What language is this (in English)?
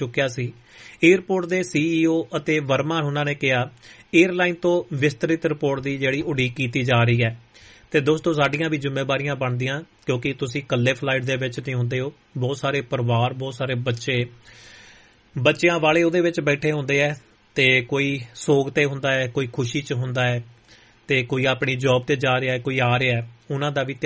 Punjabi